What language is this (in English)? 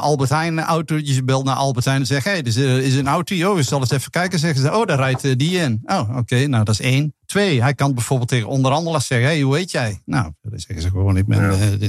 Dutch